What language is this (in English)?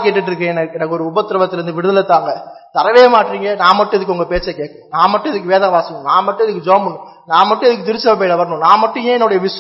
Tamil